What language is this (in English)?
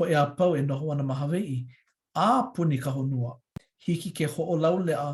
Hawaiian